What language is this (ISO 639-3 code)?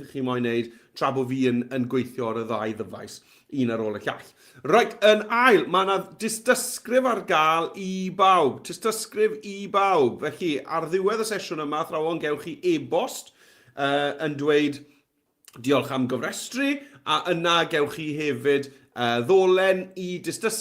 cym